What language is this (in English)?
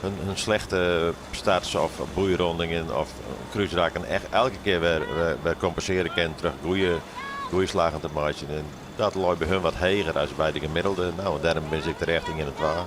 Western Frisian